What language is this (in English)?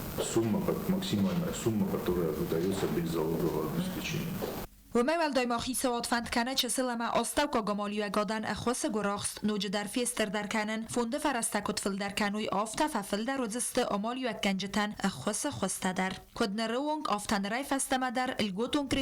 Ossetic